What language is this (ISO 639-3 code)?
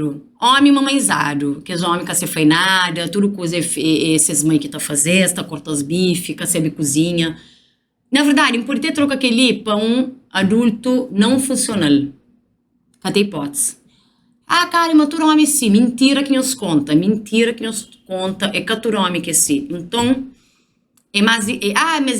kea